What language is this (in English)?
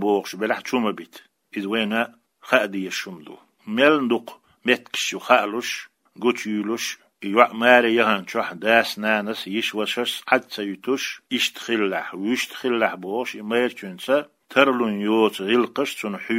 Chechen